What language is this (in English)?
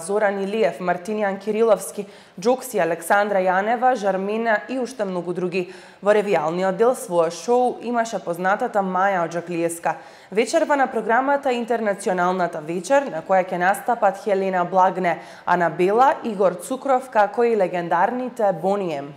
Macedonian